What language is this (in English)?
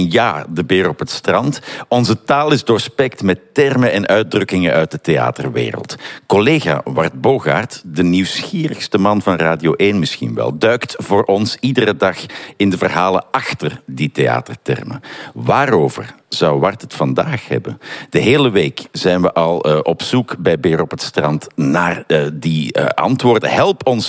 Dutch